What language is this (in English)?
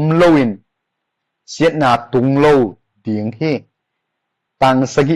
Tedim Chin